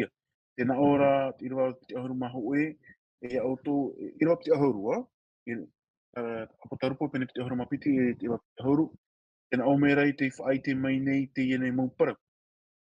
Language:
Tahitian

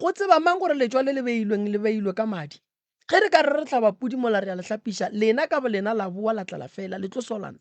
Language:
Northern Sotho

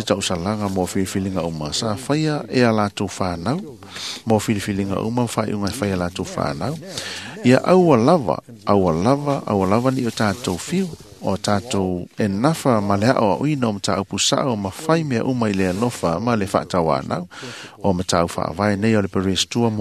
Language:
Samoan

